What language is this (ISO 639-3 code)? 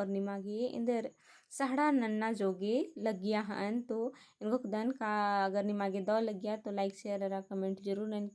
kru